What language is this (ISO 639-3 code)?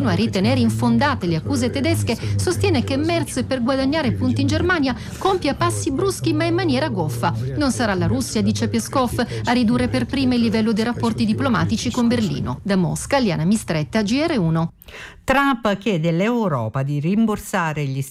ita